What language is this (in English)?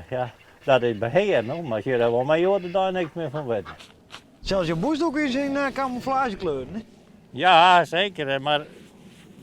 Western Frisian